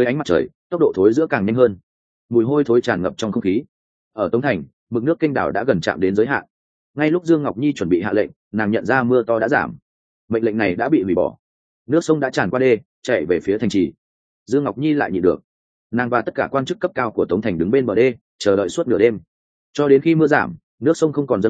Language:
Vietnamese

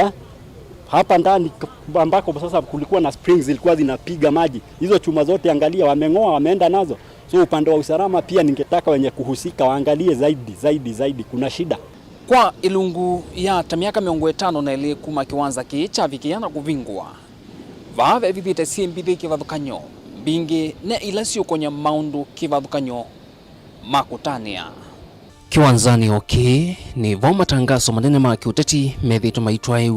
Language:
Kamba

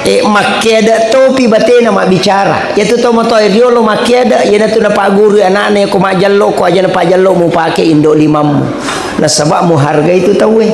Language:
Buginese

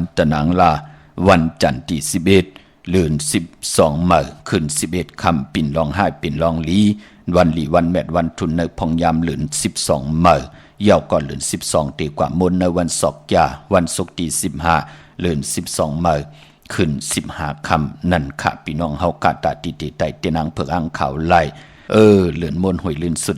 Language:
Shan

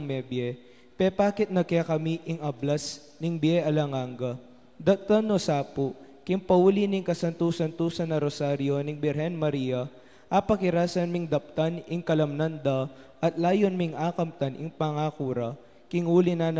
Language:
Pampanga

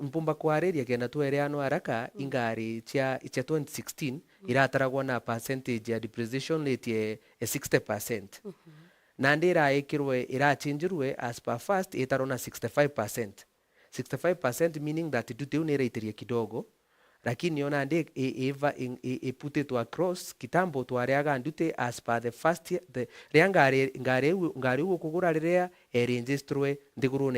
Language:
Meru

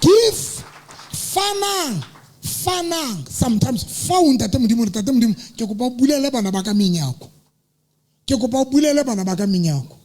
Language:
Southern Sotho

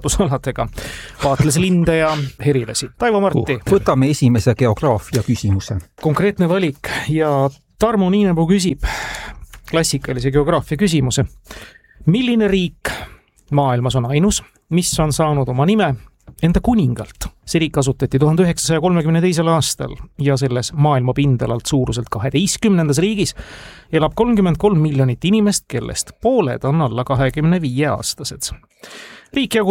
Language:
Estonian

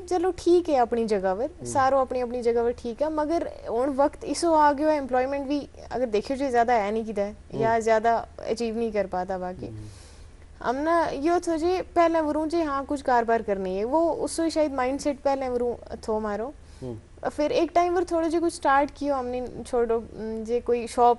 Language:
Gujari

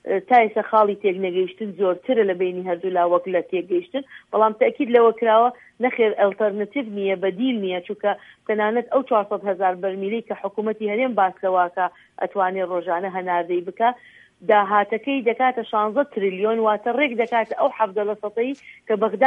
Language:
Central Kurdish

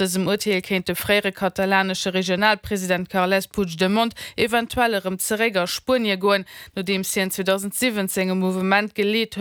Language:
Luxembourgish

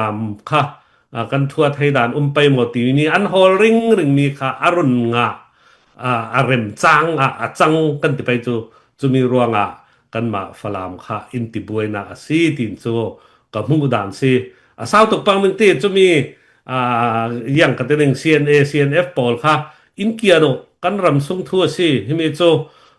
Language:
Falam Chin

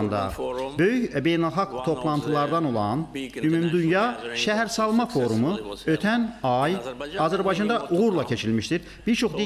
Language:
Azerbaijani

